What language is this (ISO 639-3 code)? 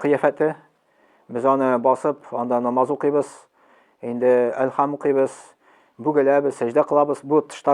tat